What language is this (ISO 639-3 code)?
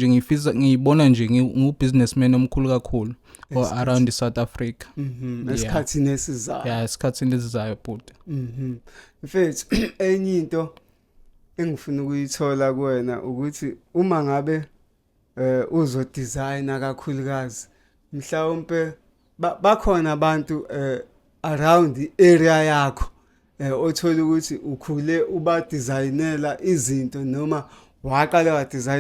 zul